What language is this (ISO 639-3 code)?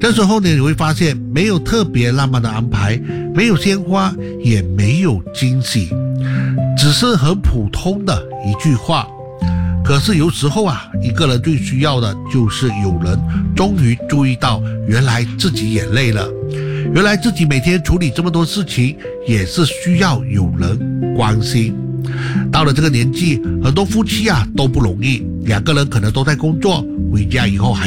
zho